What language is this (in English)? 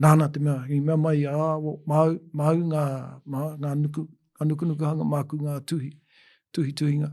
Māori